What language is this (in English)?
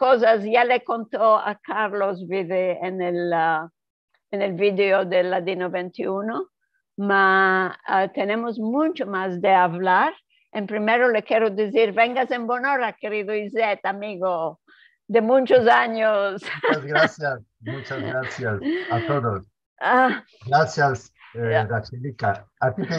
Ladino